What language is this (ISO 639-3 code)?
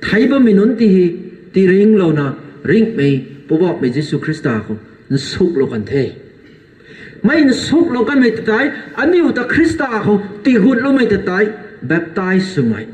nbu